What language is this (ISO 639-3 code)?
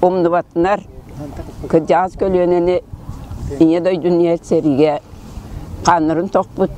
sah